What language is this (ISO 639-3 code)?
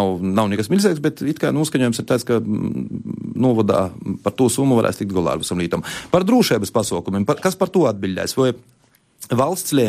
lav